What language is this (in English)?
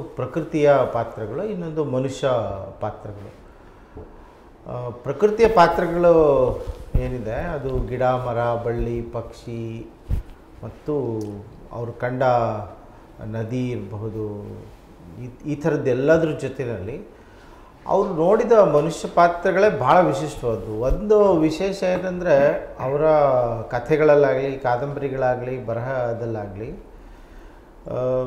Kannada